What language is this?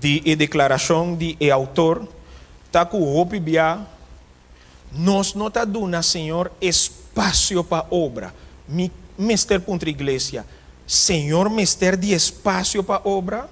Papiamento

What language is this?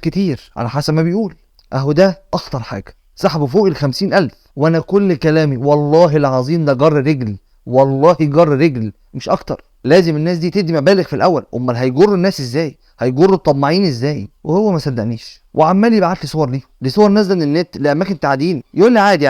Egyptian Arabic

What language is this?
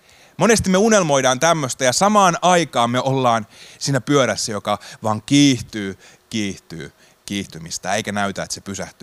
Finnish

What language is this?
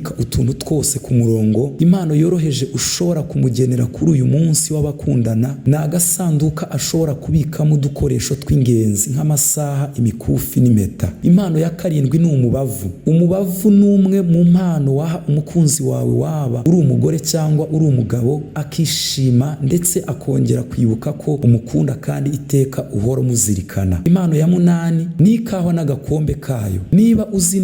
Kinyarwanda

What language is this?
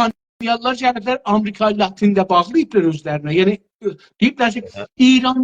South Azerbaijani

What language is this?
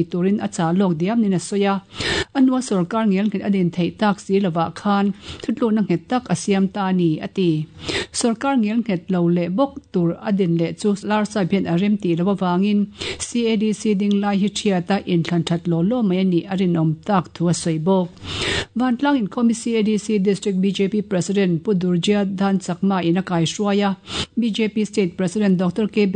Mizo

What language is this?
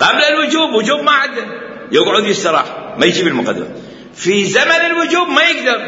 Mesopotamian Arabic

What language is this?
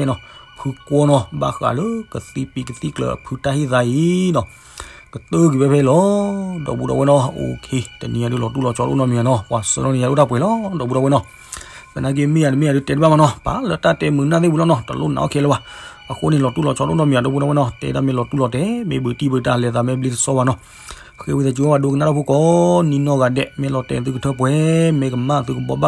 S'gaw Karen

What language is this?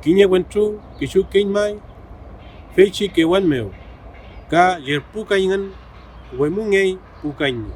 Mapuche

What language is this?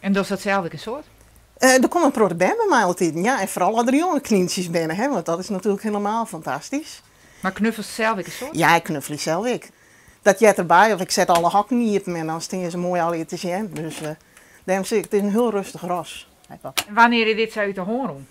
Western Frisian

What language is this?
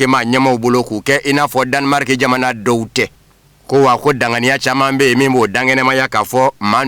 Bambara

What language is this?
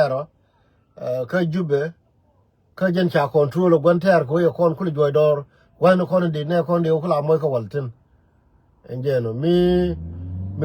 Nuer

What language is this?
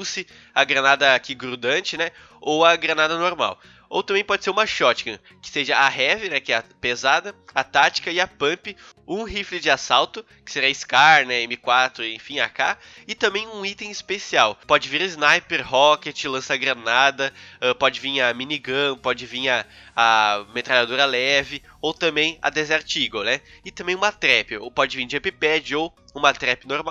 Portuguese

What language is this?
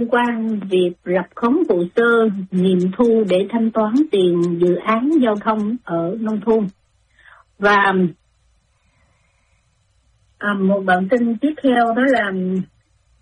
Vietnamese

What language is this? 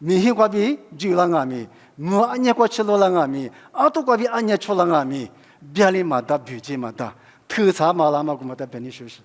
Lisu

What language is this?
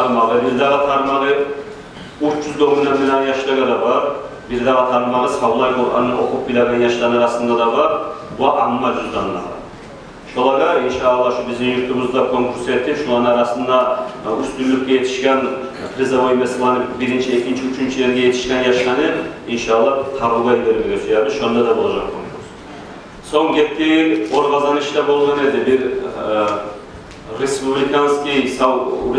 Kumyk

